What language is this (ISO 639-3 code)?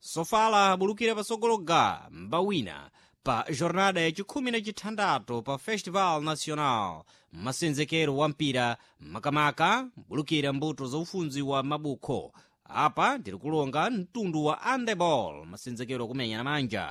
seh